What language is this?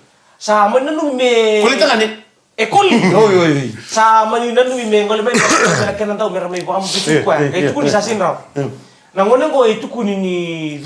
Fijian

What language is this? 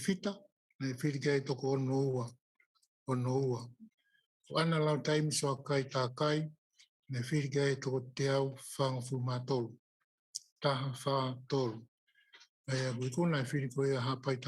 Tongan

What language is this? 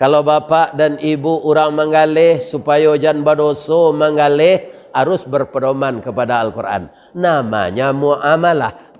Minangkabau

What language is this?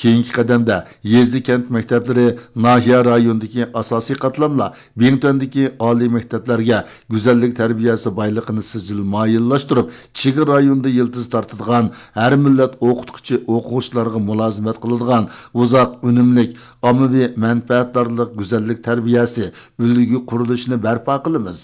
Uyghur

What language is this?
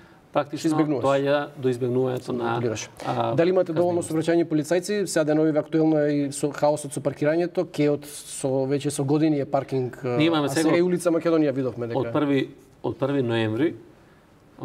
Macedonian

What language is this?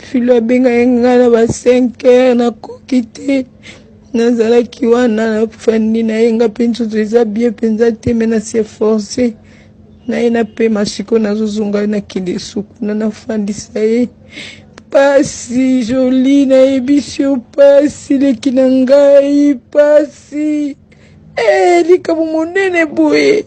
Lingala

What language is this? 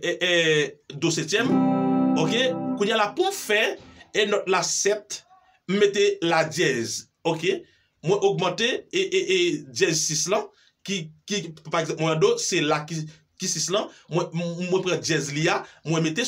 Haitian Creole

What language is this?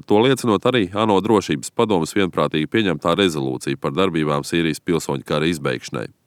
Latvian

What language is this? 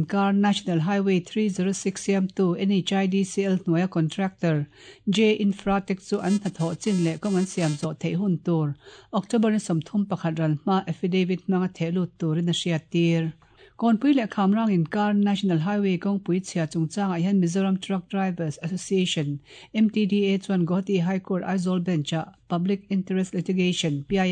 Mizo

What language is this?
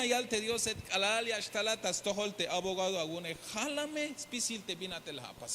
Tzeltal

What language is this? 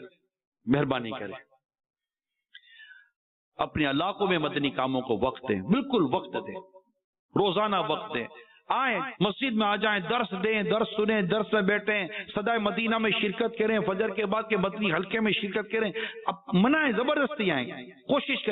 Urdu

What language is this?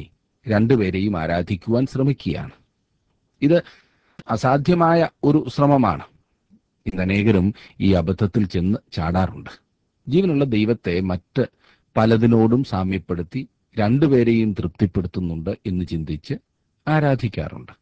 Malayalam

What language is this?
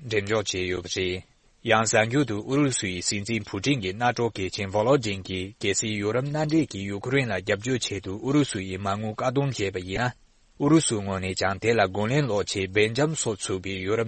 Tibetan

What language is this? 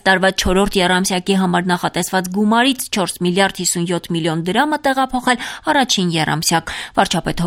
Armenian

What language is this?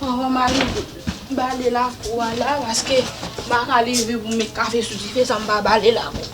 Haitian Creole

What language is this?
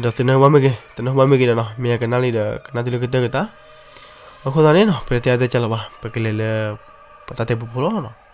S'gaw Karen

